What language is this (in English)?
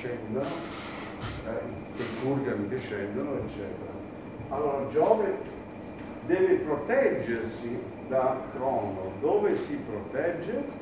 Italian